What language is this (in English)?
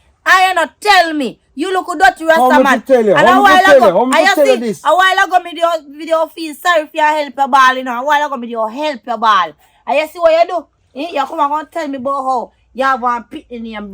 Jamaican Creole English